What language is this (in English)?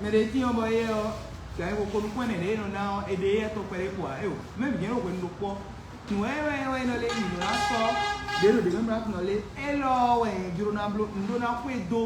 Fon